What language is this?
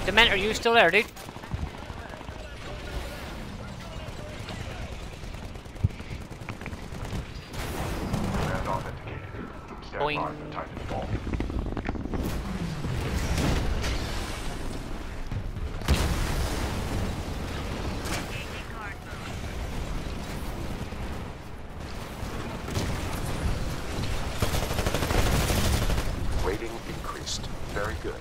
English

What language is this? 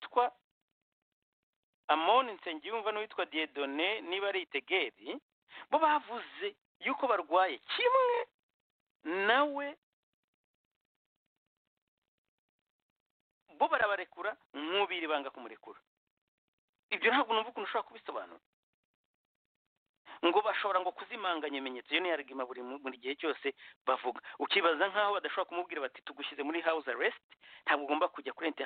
Kinyarwanda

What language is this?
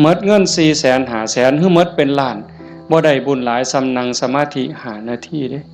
Northeastern Thai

